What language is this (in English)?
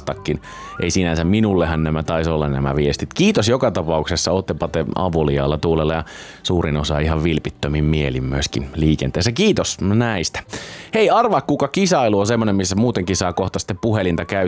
Finnish